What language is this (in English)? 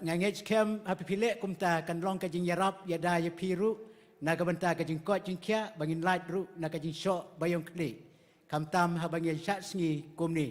Khasi